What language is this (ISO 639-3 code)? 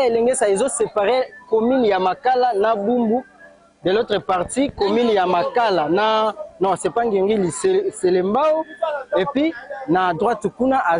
lin